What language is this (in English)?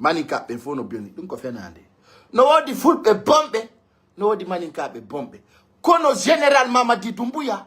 Pular